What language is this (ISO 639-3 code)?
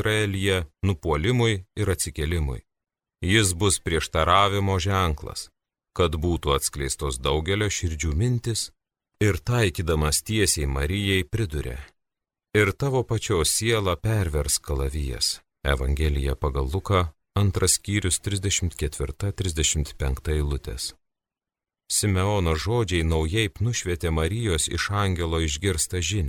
lit